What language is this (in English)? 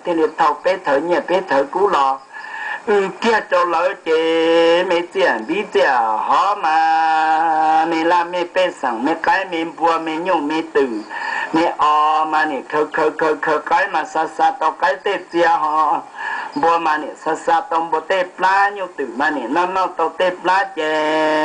Hmong